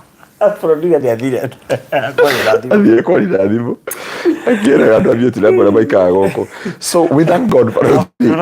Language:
Kikuyu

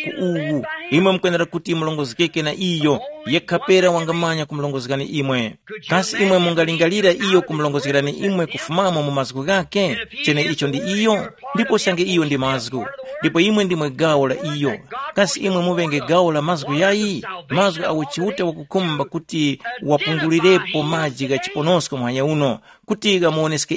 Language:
Tumbuka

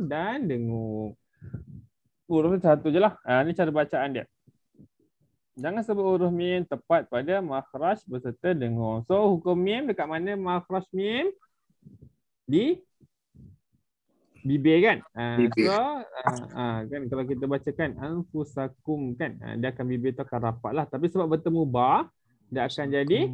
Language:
Malay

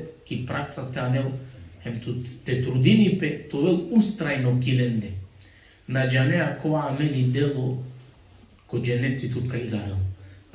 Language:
Balkan Romani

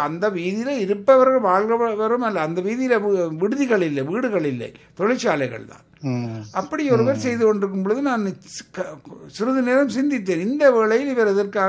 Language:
Tamil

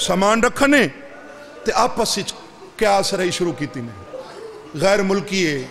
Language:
Saraiki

